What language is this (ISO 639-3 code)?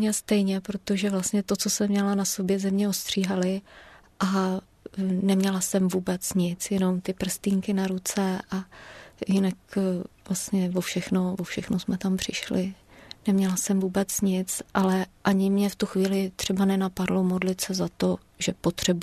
ces